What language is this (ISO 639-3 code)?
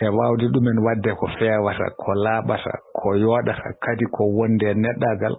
ful